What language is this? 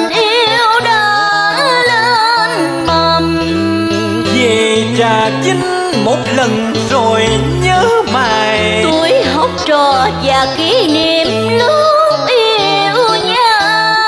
Vietnamese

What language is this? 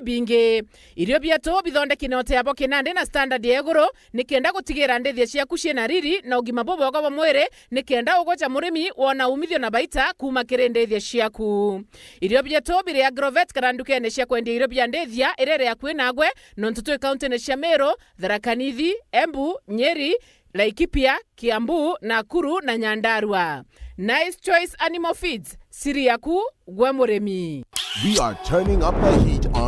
Meru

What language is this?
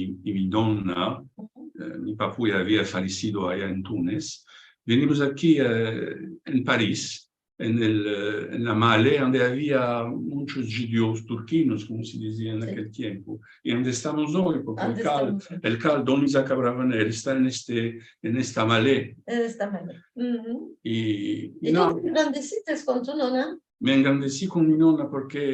Ladino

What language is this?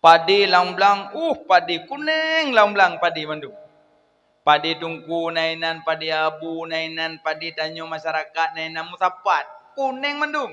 Achinese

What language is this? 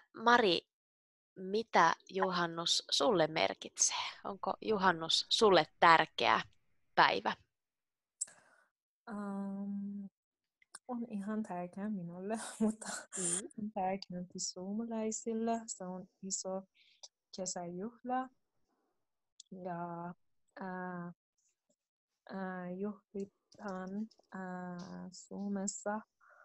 Finnish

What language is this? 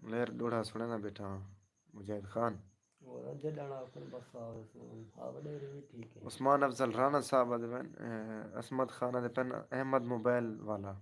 Saraiki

